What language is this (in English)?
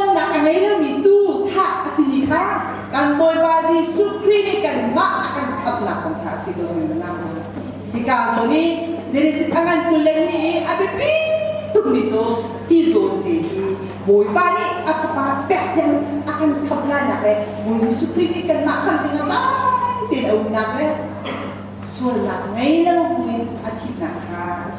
Hakha Chin